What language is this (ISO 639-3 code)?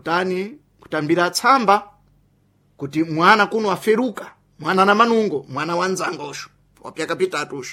seh